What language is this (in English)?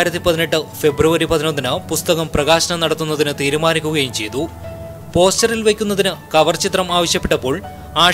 Malayalam